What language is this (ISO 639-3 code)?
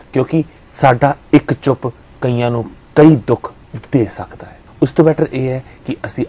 pan